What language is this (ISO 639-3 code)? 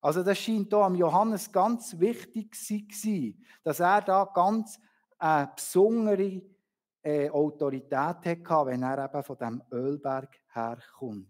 gsw